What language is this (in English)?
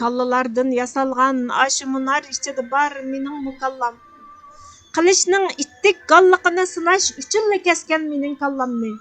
Uyghur